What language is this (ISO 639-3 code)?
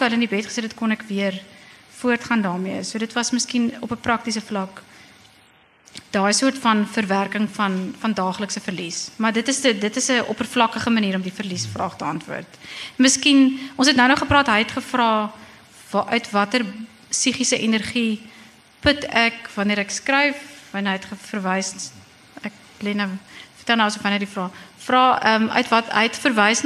afr